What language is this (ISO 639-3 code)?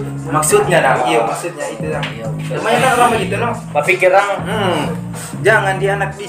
xmm